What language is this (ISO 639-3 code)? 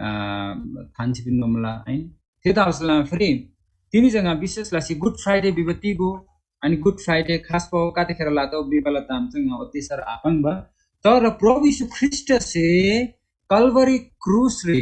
taj